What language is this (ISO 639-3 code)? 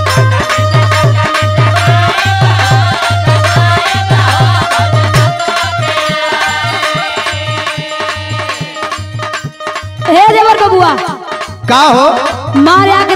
bho